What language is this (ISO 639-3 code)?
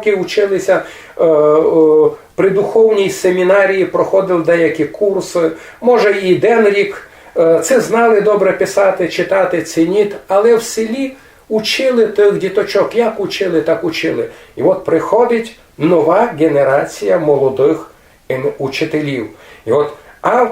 rue